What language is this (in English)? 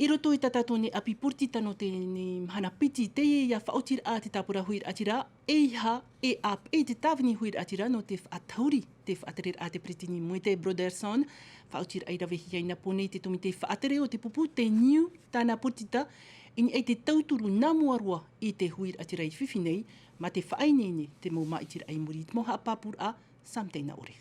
Tahitian